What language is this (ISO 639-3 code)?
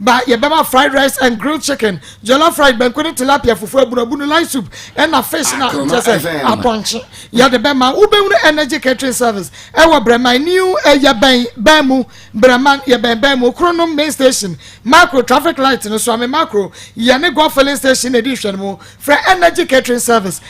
aka